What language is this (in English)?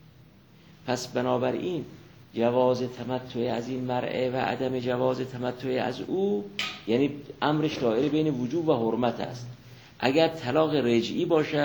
Persian